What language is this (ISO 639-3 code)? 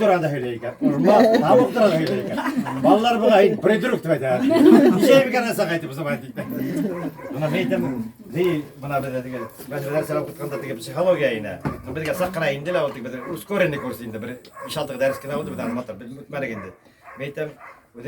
bak